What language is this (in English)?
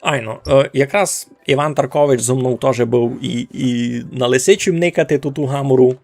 Rusyn